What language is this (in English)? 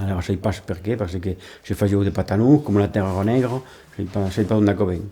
Occitan